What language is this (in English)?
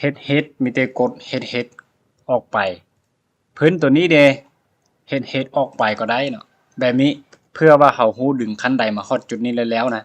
Lao